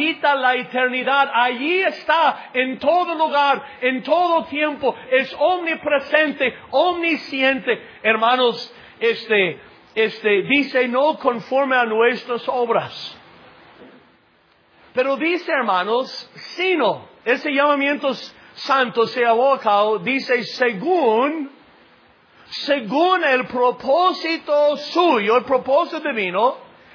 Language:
Spanish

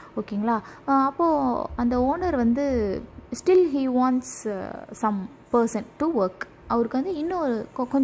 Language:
Tamil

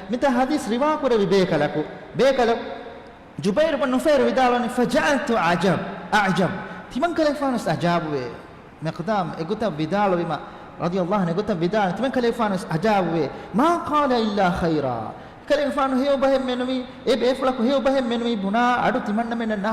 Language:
Divehi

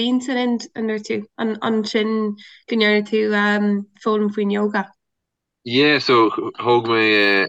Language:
Irish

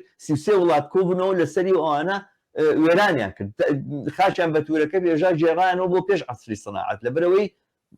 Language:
Central Kurdish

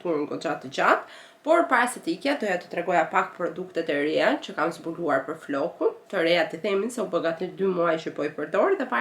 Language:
Albanian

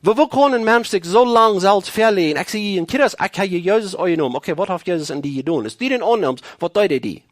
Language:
Plautdietsch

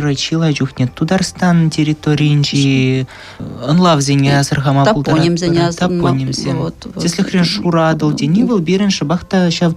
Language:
Chuvash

